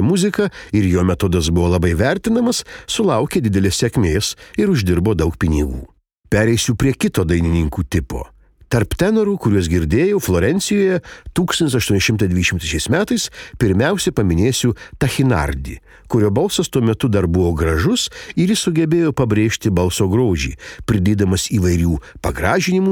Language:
Lithuanian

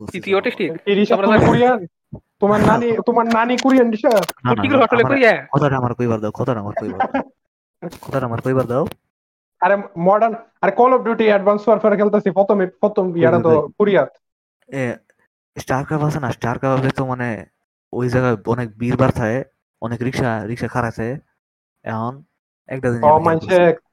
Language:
Bangla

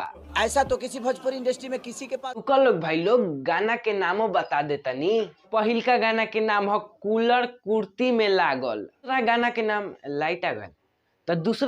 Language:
Bhojpuri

